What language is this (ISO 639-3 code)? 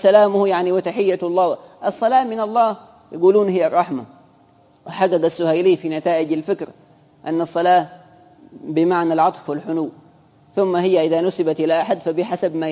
ara